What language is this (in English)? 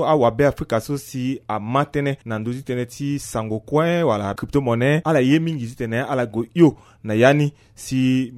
Sango